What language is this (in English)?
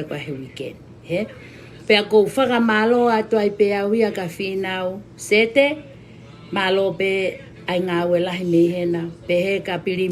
Tongan